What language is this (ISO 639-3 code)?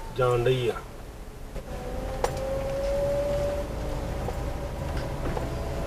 pan